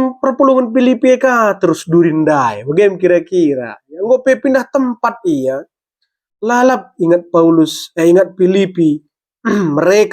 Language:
Batak Karo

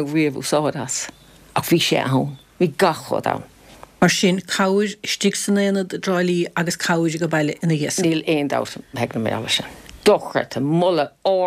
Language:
Irish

